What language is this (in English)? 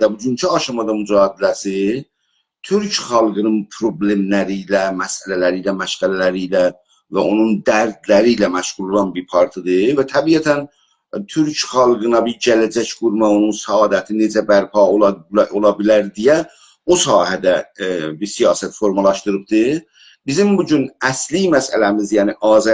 South Azerbaijani